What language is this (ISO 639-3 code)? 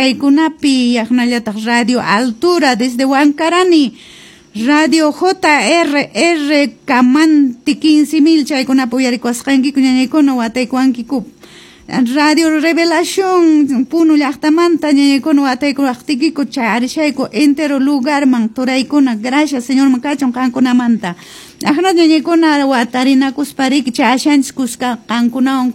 que